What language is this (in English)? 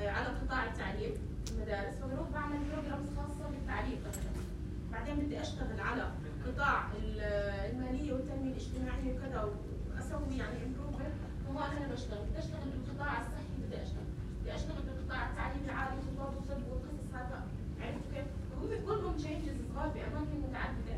North Levantine Arabic